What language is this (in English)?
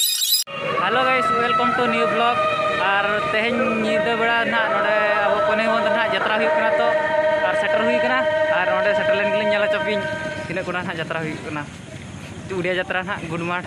Santali